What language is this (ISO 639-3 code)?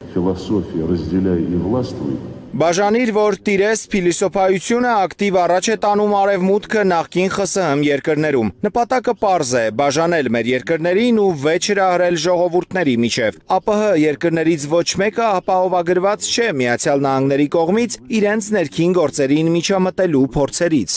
hye